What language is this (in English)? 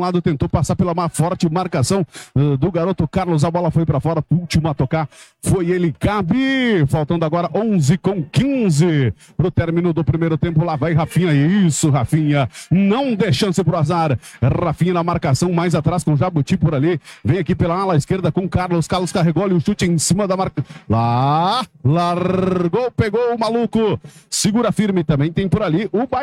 Portuguese